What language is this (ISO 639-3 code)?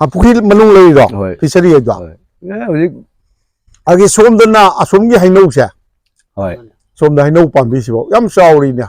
mni